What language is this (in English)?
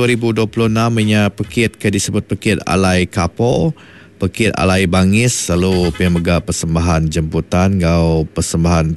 Iban